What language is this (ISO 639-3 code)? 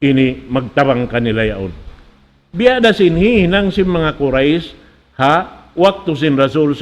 tsg